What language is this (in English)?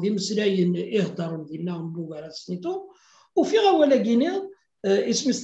Kabyle